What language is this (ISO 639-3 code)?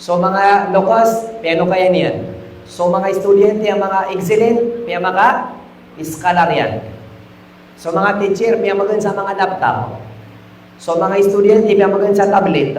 mrw